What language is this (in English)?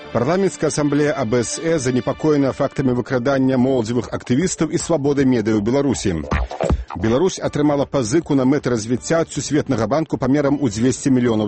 Belarusian